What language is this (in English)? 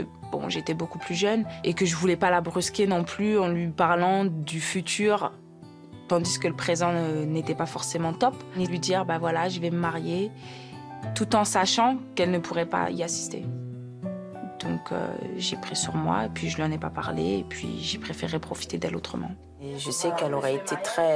French